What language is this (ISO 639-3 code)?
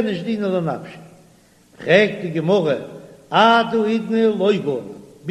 yid